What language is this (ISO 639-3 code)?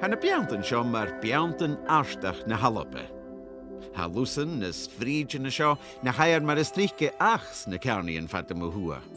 gla